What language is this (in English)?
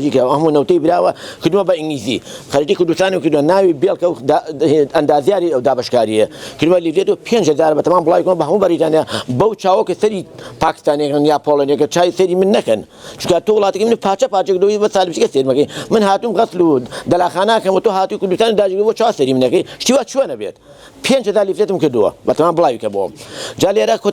Central Kurdish